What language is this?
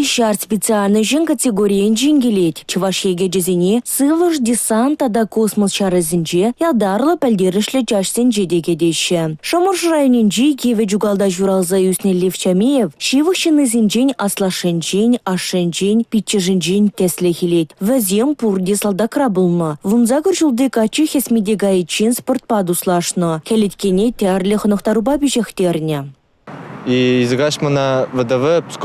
Chuvash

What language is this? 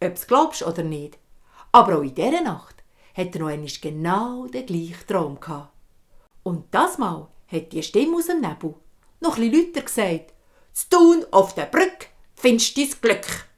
Swiss German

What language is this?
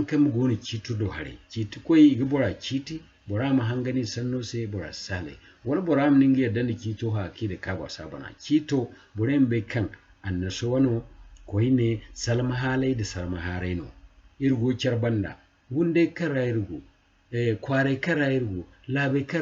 Zarma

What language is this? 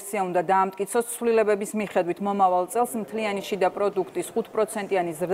Georgian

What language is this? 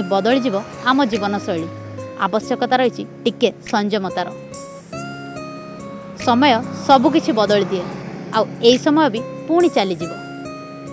Odia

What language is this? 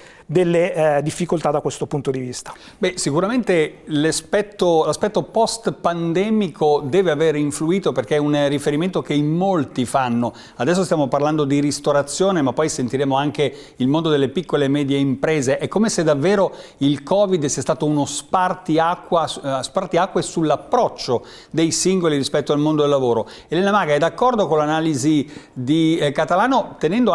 Italian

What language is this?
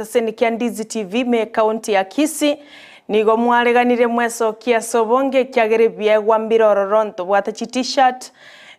Gusii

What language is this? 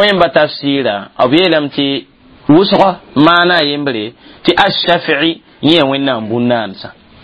Mossi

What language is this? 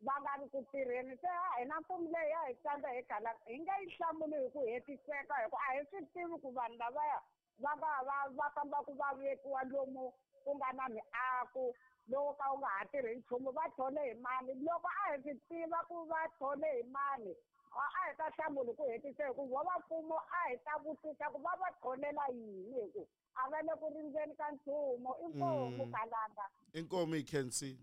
Tsonga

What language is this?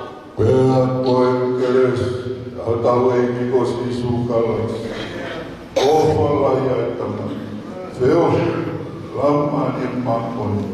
Tongan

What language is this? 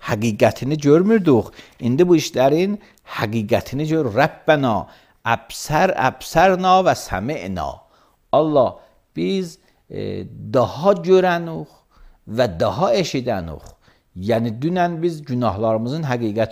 Azerbaijani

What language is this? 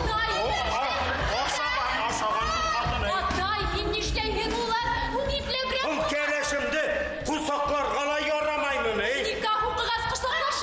Bashkir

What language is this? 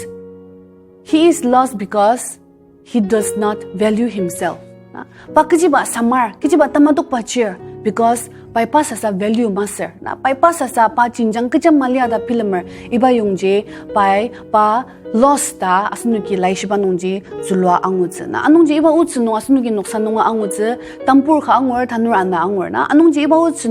Ao Naga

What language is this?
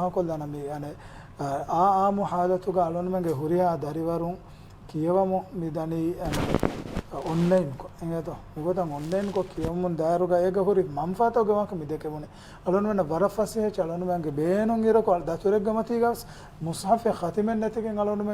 Divehi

